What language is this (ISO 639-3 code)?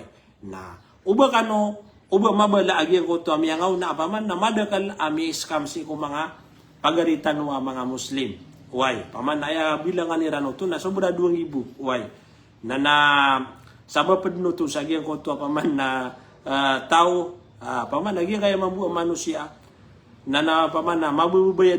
mrw